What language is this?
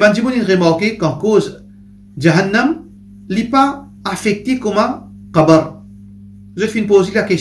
Morisyen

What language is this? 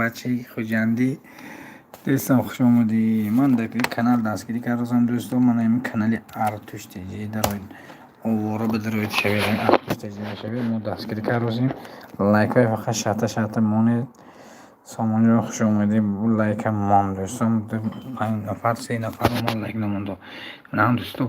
Tajik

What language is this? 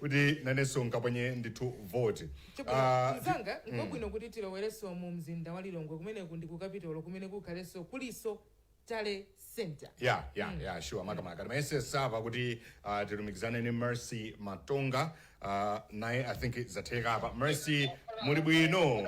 Nyanja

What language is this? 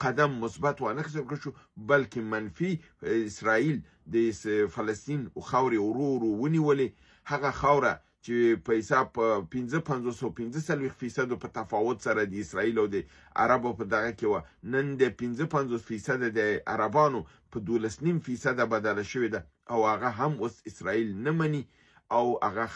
Pashto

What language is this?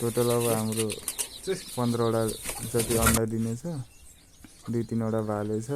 Nepali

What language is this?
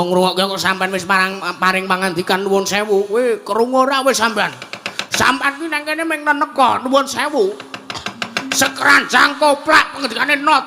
Javanese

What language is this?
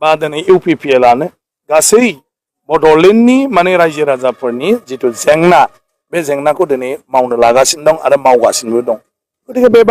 Bodo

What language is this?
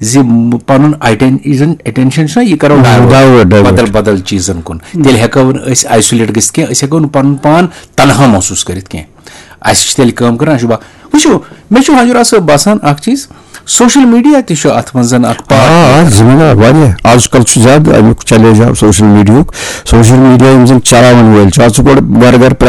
Kashmiri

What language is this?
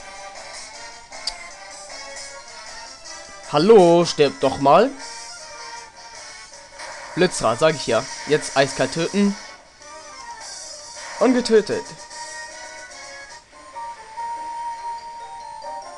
German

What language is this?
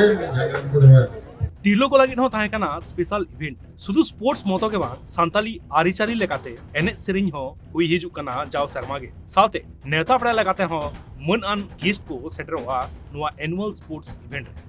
Santali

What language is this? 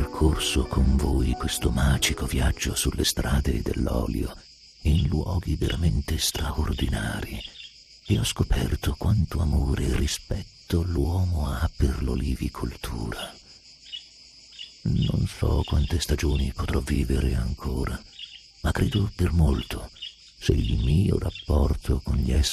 Italian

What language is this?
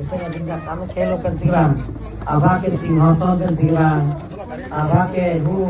Karbi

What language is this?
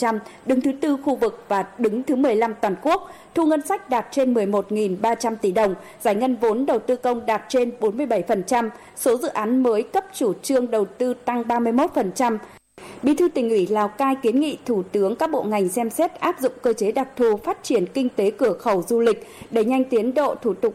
Vietnamese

